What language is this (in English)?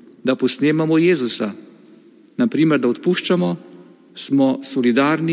Slovenian